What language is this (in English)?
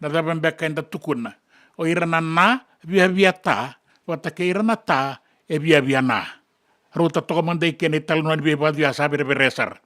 Fijian